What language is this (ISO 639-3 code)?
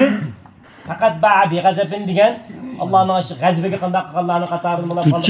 uig